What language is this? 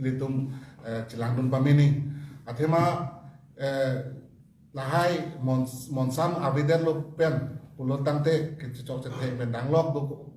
Karbi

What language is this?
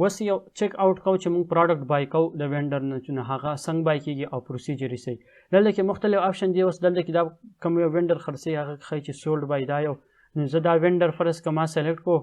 Pashto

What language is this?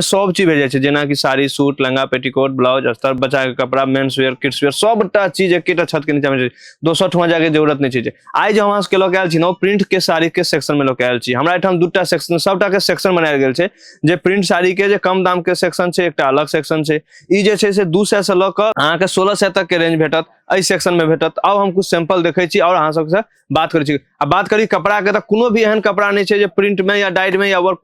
Maithili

